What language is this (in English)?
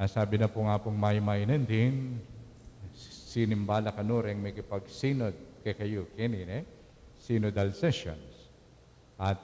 Pampanga